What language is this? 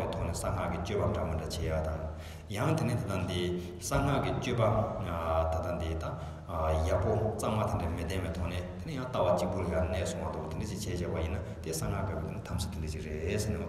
Tibetan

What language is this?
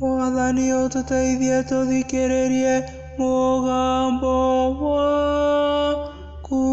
Kikuyu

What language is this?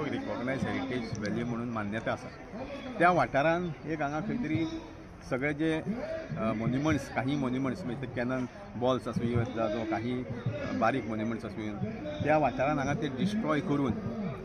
Konkani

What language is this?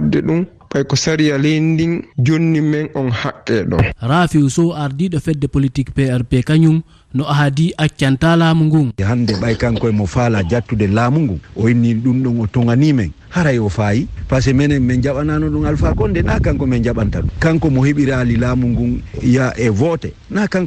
Fula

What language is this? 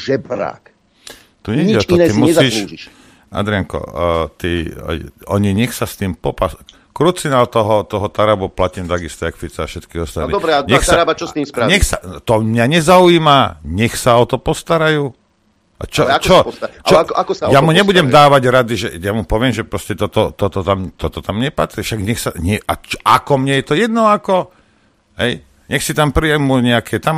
Slovak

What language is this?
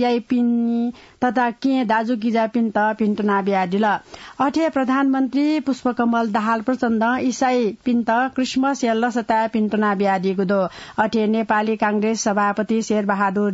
Newari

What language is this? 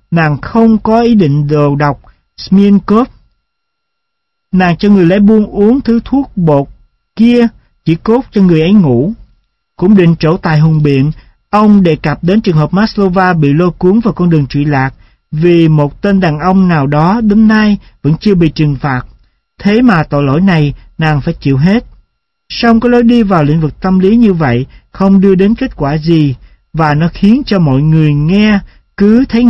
Vietnamese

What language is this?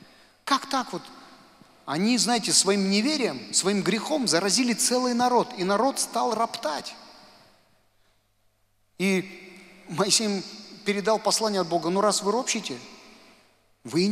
Russian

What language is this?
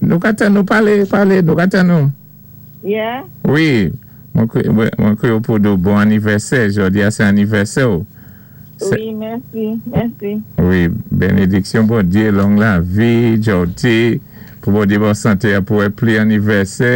Saint Lucian Creole French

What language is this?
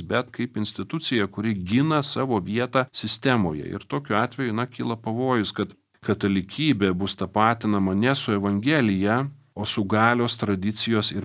Lithuanian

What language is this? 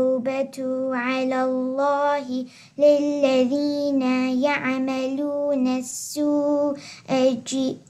Arabic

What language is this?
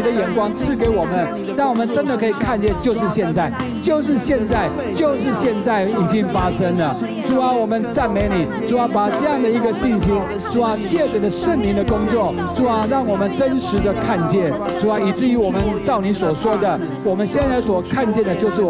Chinese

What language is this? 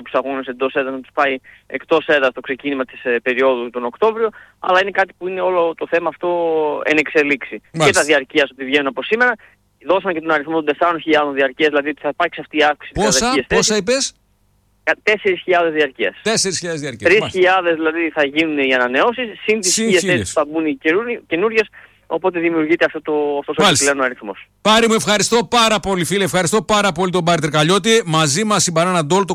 Greek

